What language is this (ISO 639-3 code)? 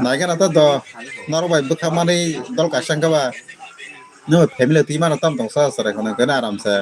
trp